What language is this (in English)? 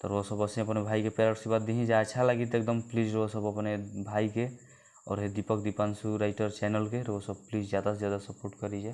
Bhojpuri